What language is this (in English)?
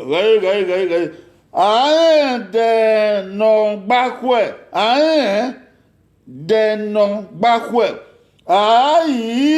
Bini